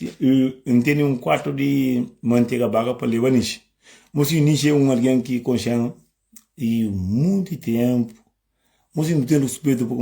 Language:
Kabuverdianu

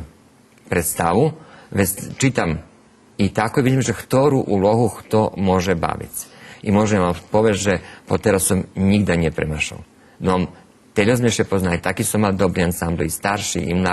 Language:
Rusyn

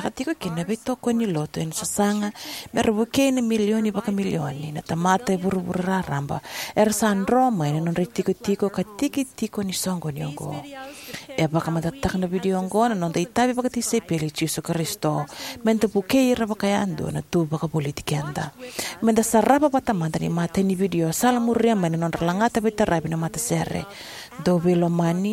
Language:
Fijian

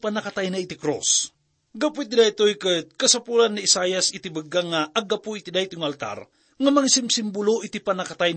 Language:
Iloko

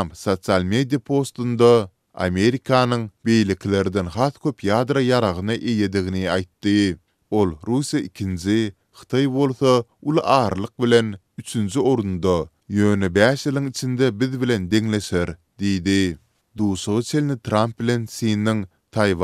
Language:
Turkmen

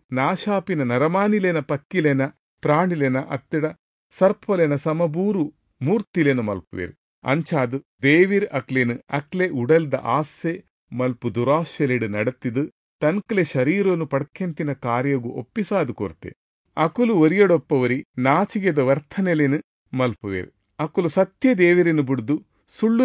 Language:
Tulu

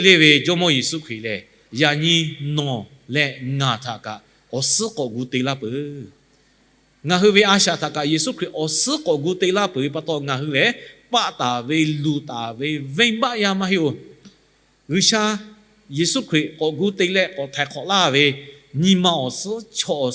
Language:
Lahu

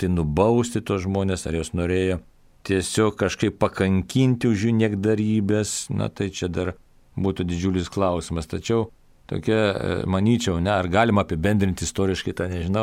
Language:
Lithuanian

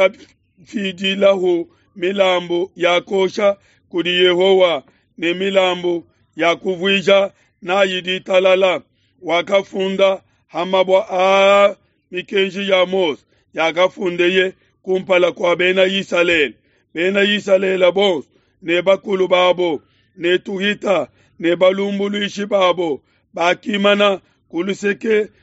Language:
Luba-Lulua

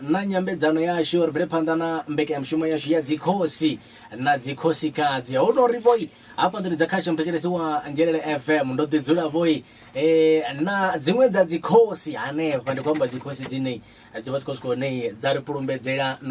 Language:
Venda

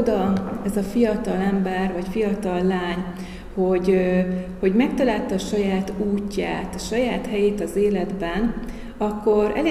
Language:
Hungarian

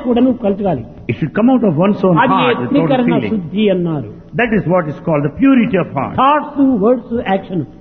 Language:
Telugu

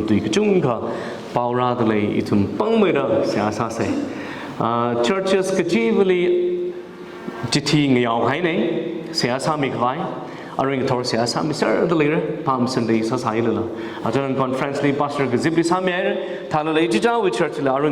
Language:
Tangkhul Naga (India)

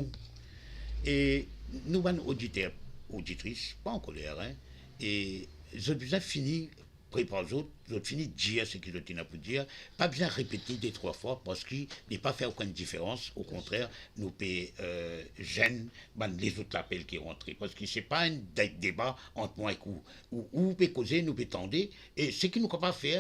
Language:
Morisyen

